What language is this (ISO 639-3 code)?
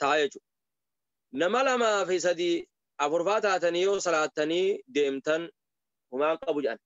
orm